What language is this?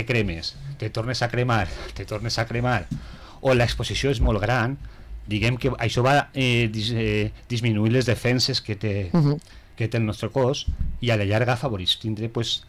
Catalan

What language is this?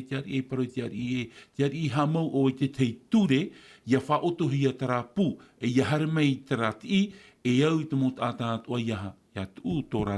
Tahitian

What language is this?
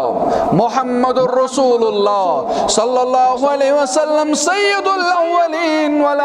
Kashmiri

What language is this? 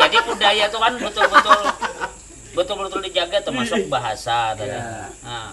Banjar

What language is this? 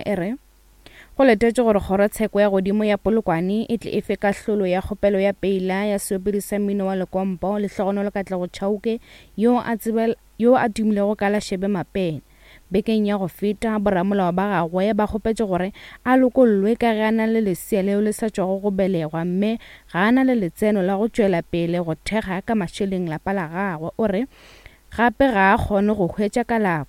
Northern Sotho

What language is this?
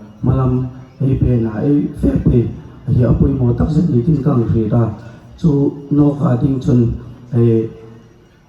Hmar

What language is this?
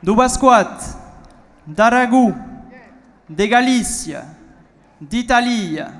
Occitan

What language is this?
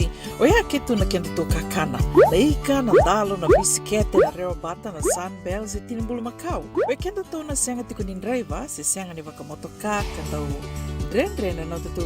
Fijian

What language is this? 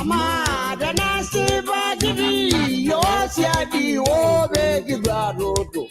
Masai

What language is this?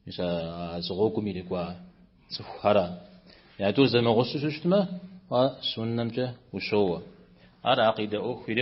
Kabardian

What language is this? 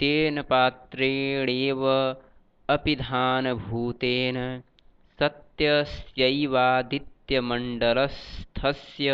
Sanskrit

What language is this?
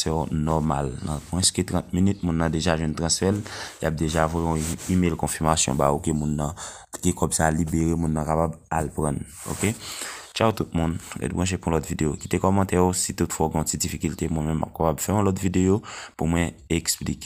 Haitian Creole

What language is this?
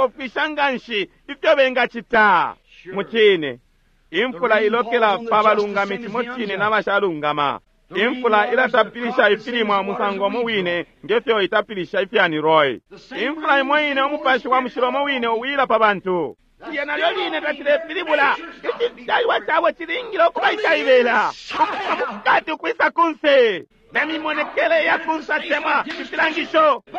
Bemba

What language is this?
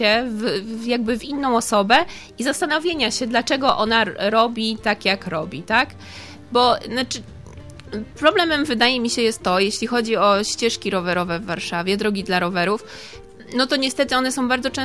Polish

